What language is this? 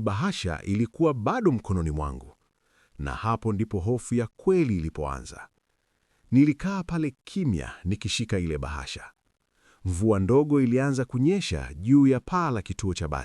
Swahili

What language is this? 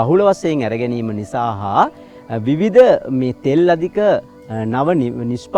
Sinhala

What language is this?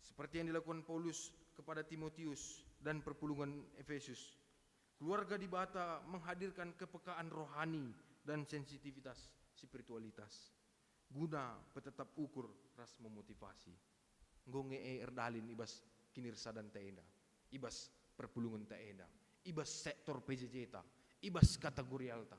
Batak Karo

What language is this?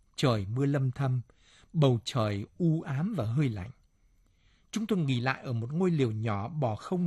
Vietnamese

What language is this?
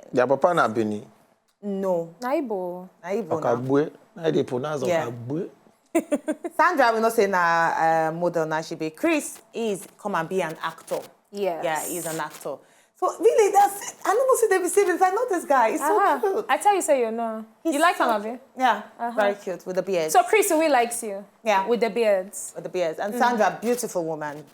Nigerian Pidgin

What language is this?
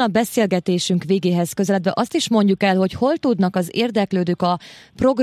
Hungarian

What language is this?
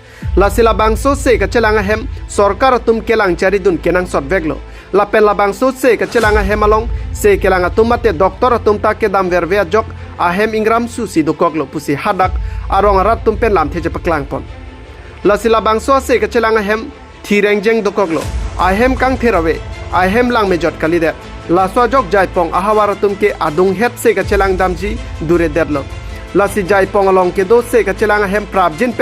Karbi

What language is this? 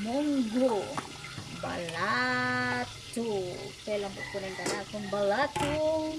Pampanga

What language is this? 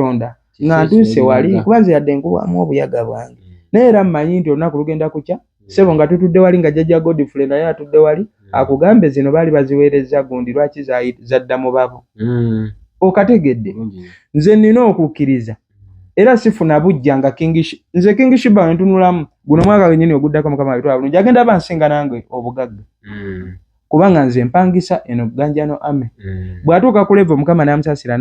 Ganda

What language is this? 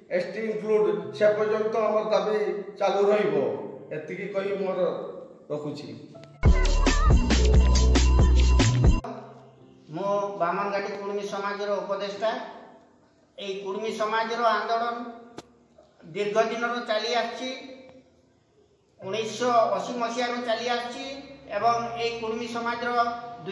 Odia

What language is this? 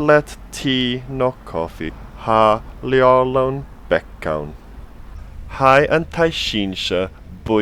Scottish Gaelic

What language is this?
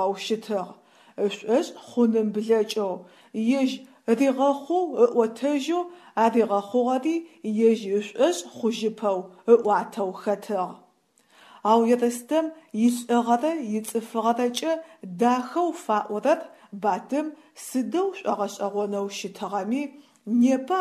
Adyghe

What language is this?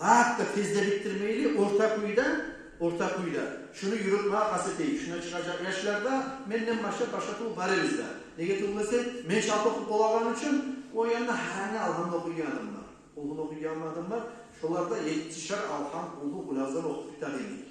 Kumyk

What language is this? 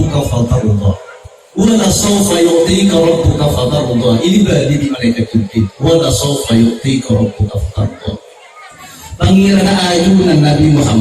Madurese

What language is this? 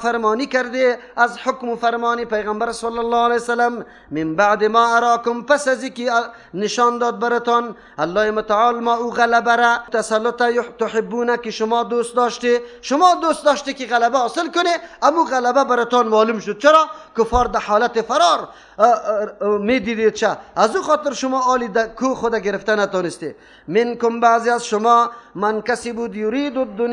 Persian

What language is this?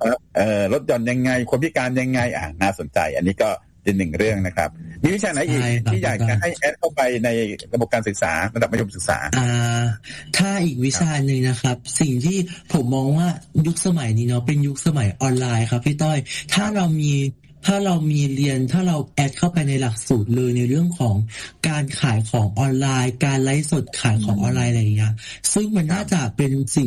Thai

